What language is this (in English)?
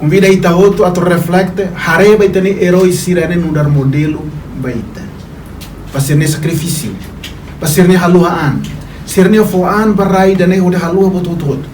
Tetum